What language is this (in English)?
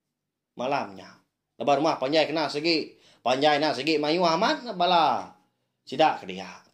Iban